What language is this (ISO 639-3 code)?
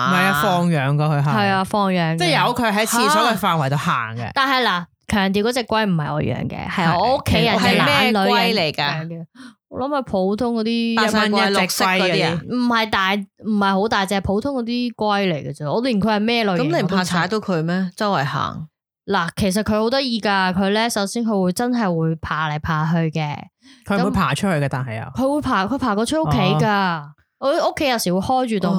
yue